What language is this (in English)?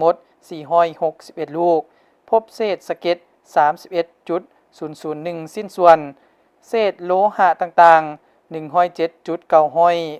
Lao